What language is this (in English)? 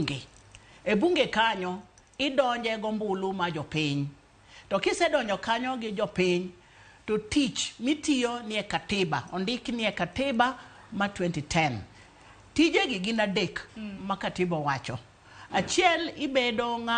Luo (Kenya and Tanzania)